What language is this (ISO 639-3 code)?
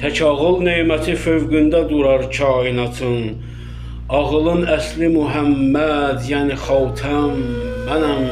aze